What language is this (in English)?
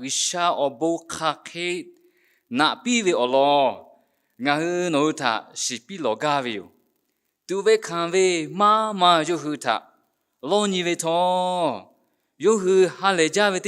Lahu